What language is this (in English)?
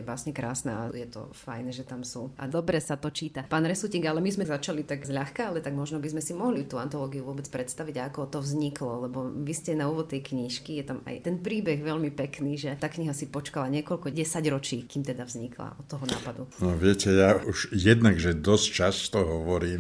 Slovak